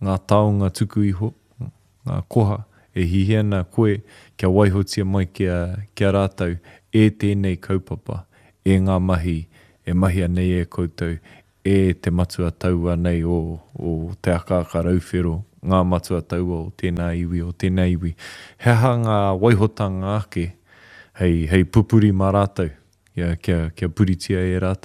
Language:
Māori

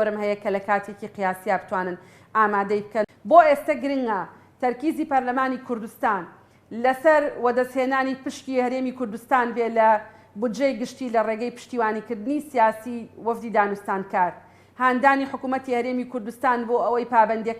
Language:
Central Kurdish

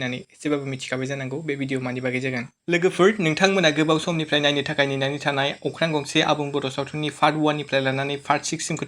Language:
Bodo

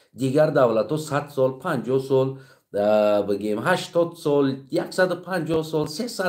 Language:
Tajik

